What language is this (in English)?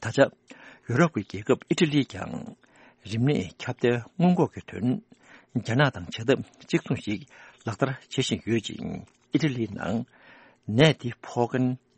Tibetan